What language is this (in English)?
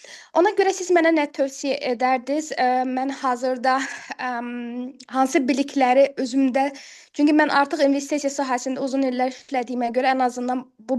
Azerbaijani